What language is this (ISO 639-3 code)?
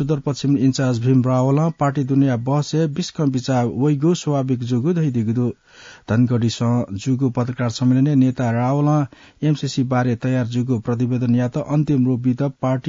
new